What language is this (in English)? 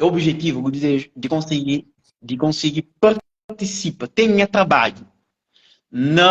Kabuverdianu